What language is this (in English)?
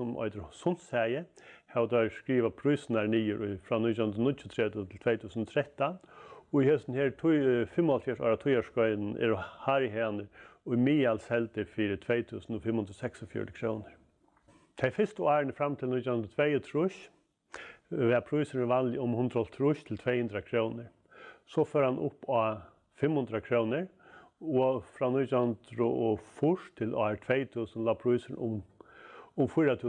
Faroese